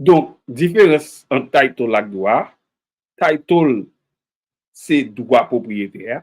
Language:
Haitian Creole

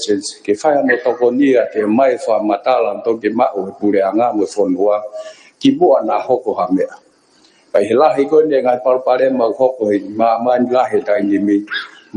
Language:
Tongan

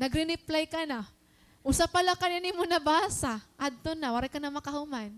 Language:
Waray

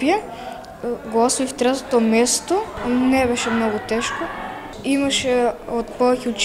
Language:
Macedonian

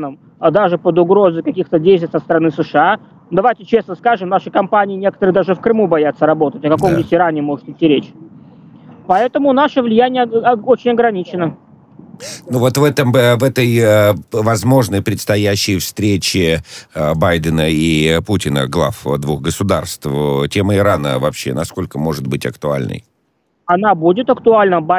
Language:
Russian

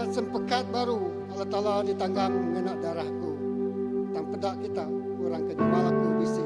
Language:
Iban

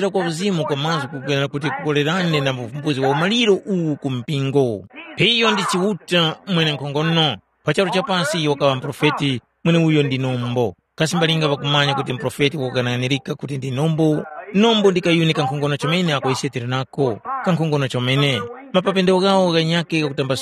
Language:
Tumbuka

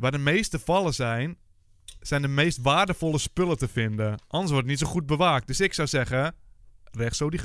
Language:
Dutch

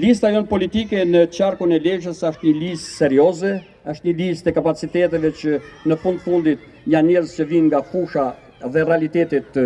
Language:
Albanian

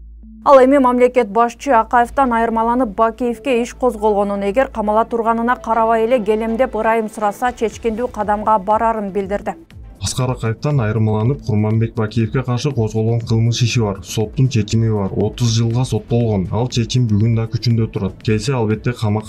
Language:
Kyrgyz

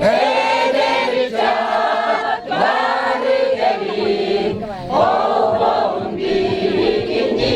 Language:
Yakut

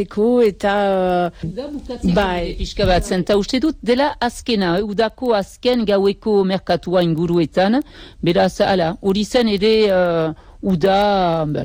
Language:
Basque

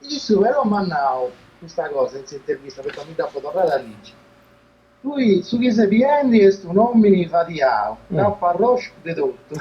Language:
Sardinian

